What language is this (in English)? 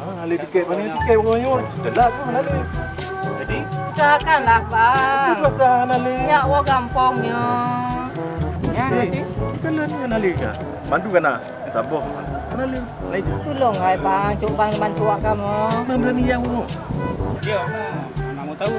Achinese